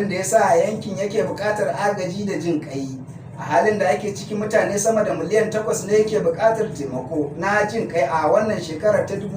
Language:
Hausa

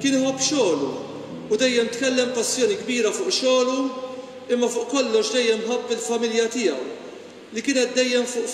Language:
Maltese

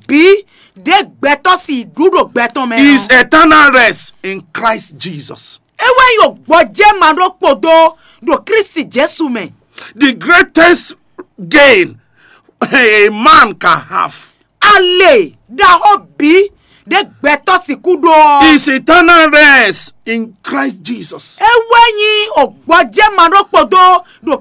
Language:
Fon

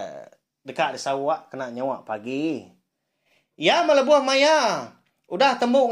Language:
Iban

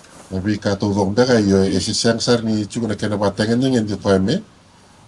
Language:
Fijian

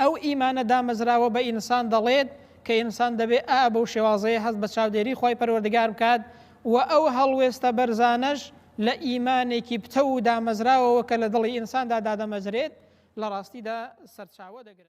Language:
Central Kurdish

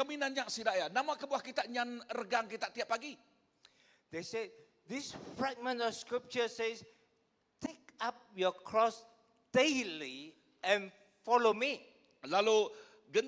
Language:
Iban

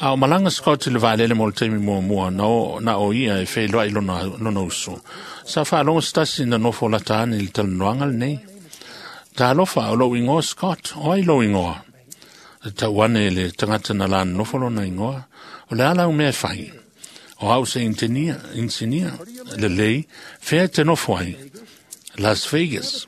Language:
Samoan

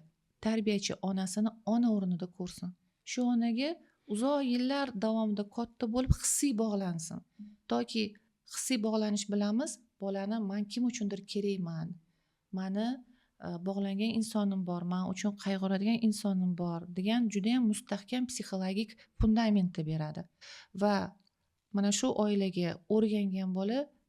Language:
Uzbek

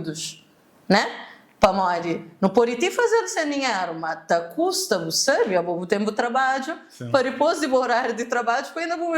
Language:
Kabuverdianu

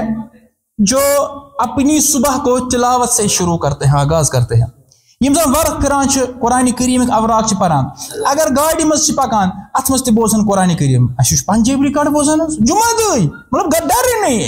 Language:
Kashmiri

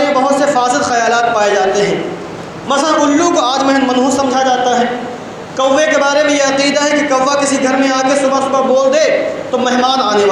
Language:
Urdu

